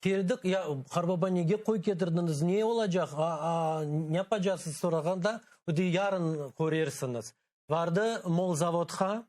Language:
Crimean Tatar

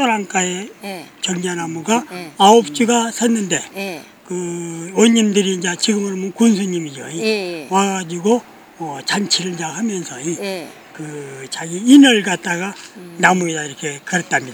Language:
Korean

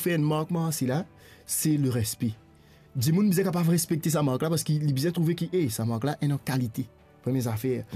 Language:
Morisyen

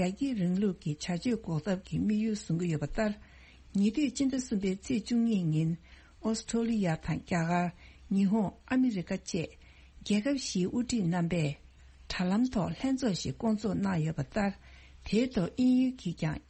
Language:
Tibetan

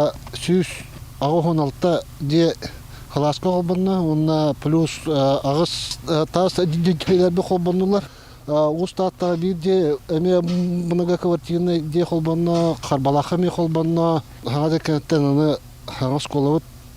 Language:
Yakut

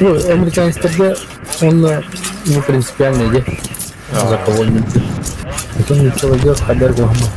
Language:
Yakut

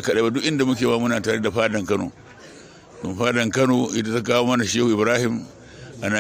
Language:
Hausa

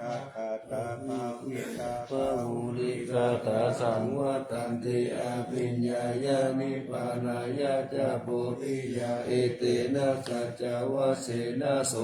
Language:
Pali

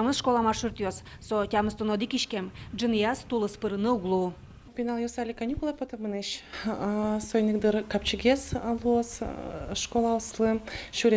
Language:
Udmurt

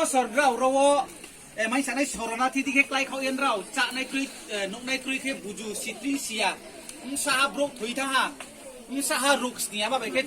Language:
Riang (India)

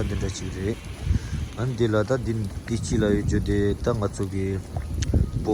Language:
Tibetan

